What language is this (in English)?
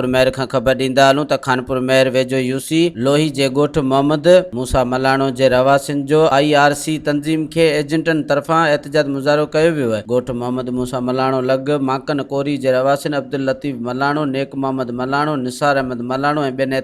Sindhi